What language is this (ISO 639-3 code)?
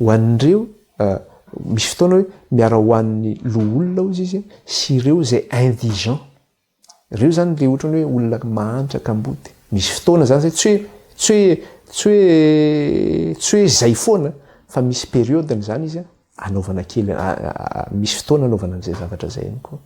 mlg